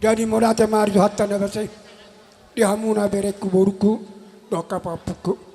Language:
Batak Toba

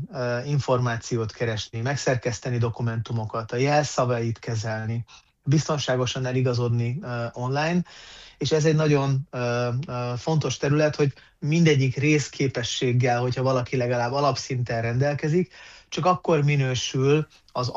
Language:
Hungarian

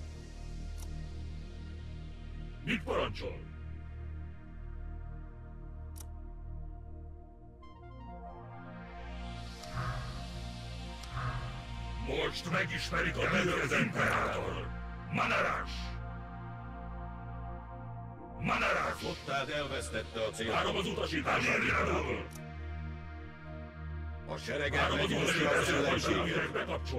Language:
Hungarian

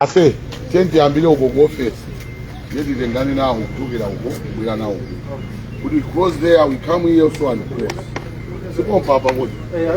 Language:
Nyanja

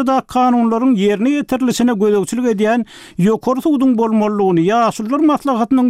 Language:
Turkmen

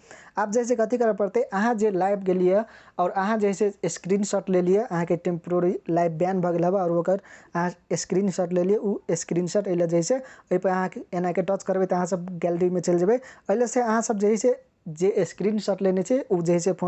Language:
Maithili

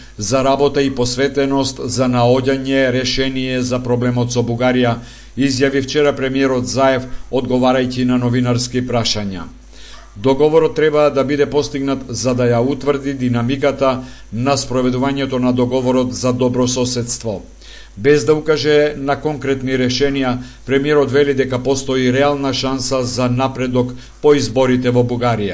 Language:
Macedonian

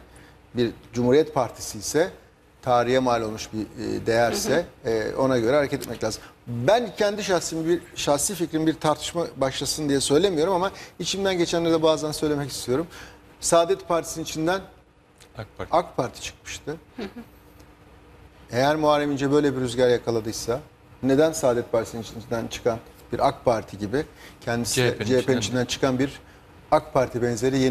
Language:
Turkish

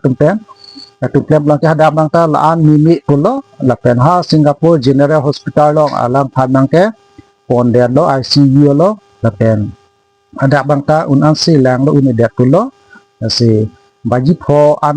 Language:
Karbi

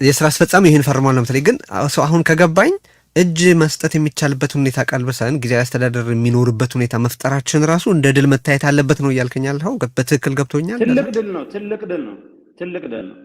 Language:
Amharic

